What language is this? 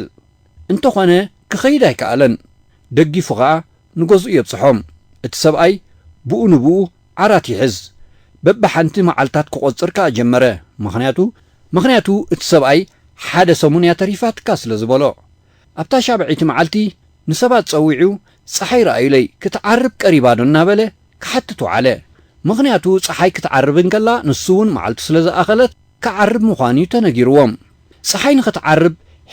Tigrinya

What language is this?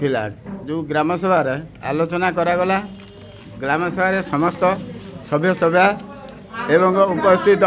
Odia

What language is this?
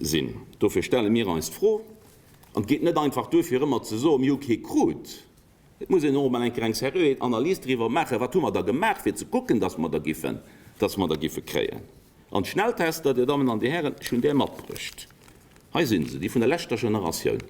Luxembourgish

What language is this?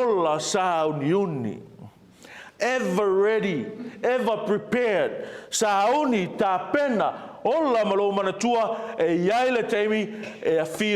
Samoan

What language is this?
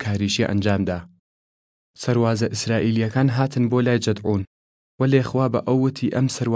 Southern Kurdish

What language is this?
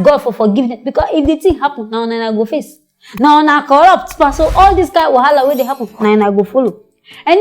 Nigerian Pidgin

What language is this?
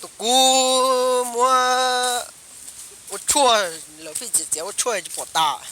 Hmong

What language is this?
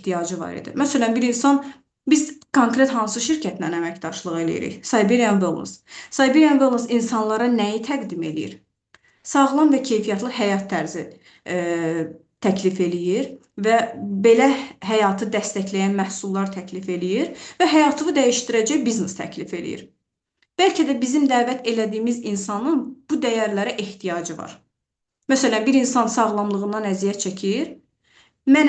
Azerbaijani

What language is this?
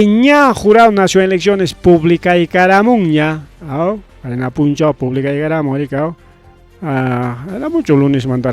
Ayacucho Quechua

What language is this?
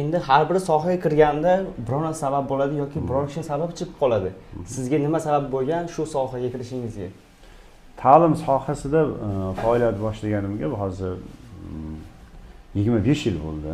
Uzbek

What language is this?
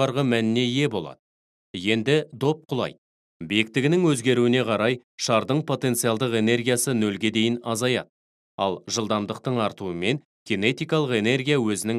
Kazakh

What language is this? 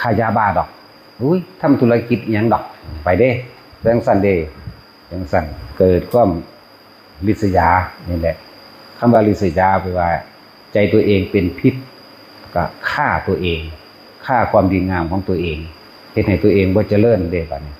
Northeastern Thai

